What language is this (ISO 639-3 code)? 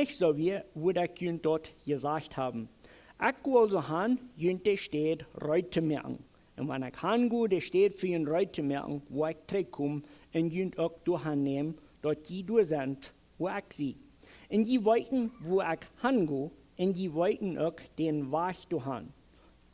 pdt